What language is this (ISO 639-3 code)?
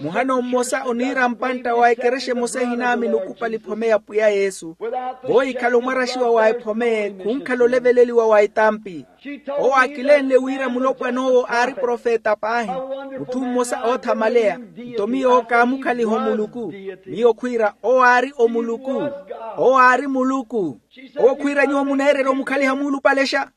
vmw